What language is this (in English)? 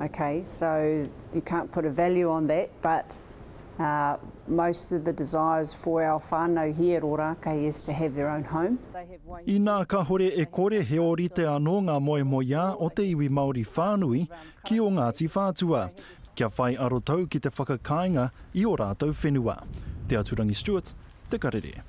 Māori